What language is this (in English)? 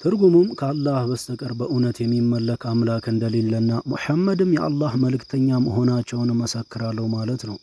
Amharic